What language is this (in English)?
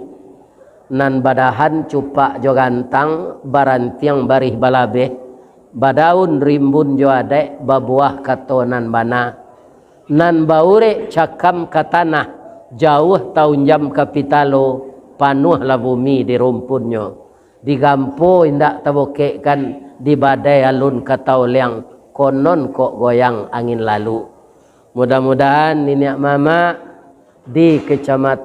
Minangkabau